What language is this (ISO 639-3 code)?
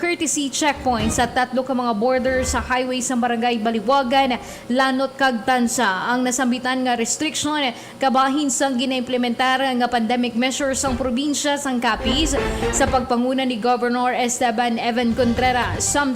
hil